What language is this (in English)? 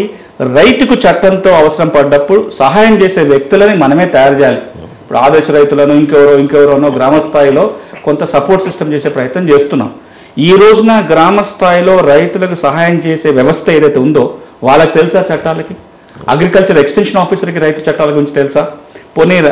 Telugu